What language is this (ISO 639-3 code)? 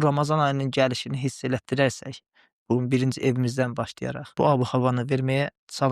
aze